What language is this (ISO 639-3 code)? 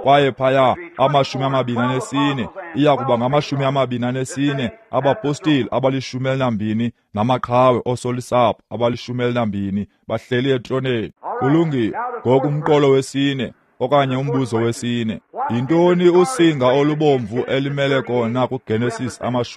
xho